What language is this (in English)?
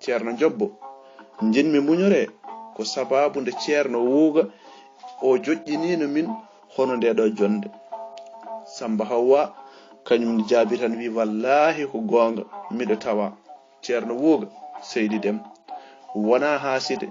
Fula